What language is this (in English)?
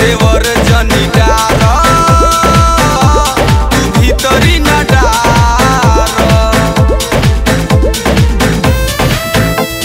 Bhojpuri